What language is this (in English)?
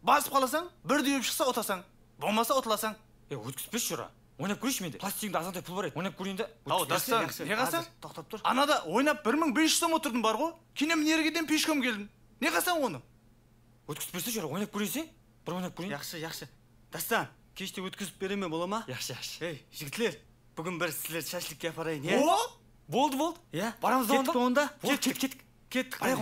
Kara-Kalpak